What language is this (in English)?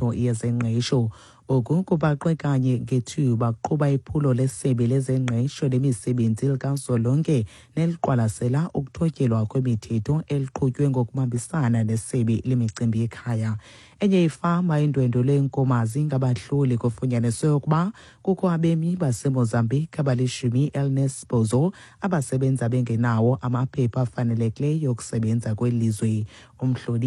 Xhosa